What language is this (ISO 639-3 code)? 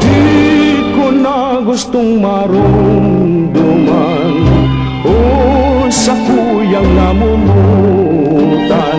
bik